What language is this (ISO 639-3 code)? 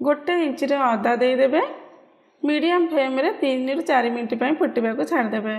ori